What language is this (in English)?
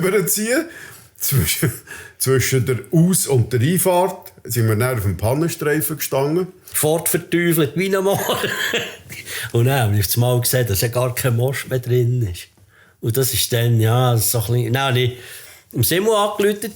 Swiss German